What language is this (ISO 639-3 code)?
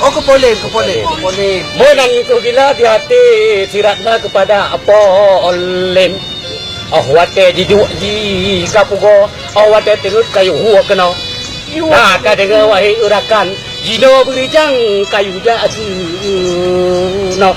ace